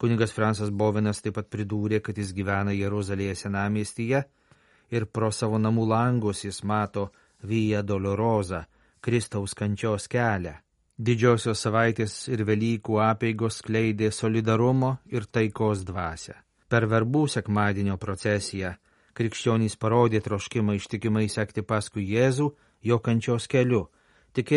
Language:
Lithuanian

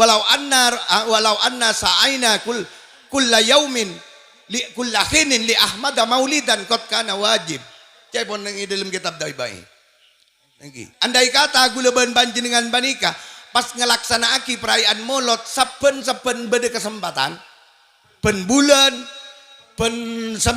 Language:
Madurese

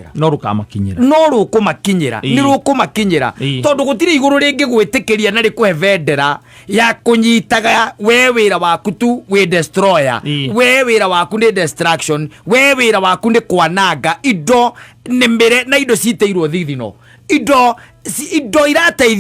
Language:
Kikuyu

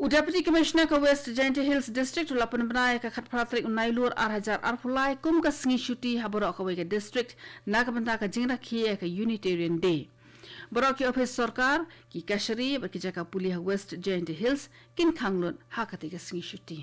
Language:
Khasi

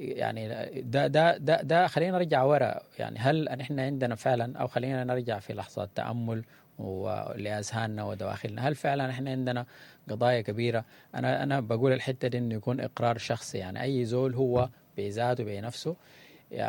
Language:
Sudanese Arabic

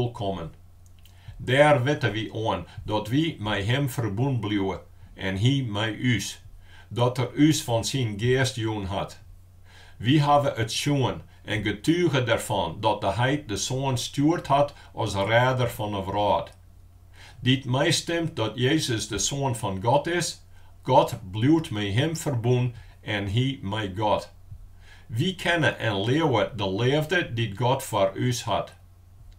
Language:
Western Frisian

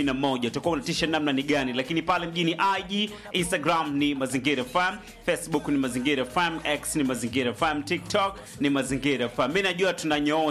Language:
Swahili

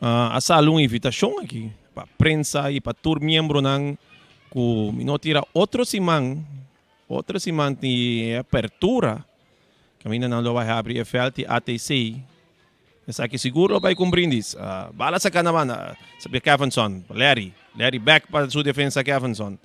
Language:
Papiamento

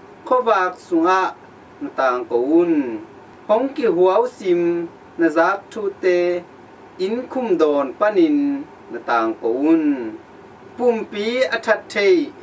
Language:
Tedim Chin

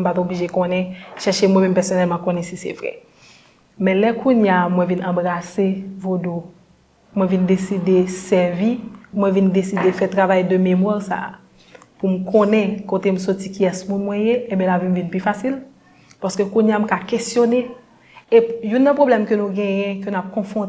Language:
Haitian Creole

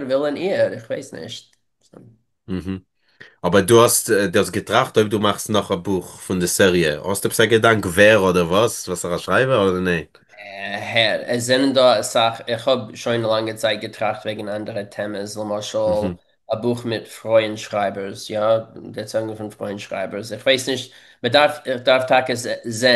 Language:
Yiddish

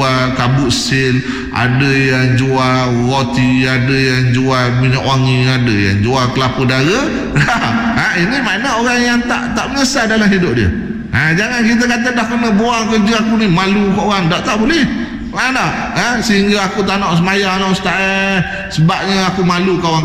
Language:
Malay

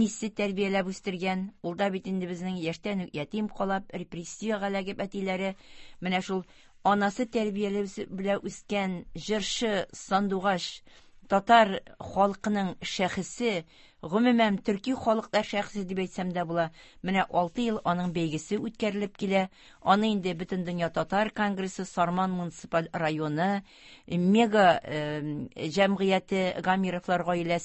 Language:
Tatar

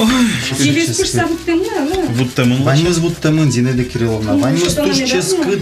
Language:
Udmurt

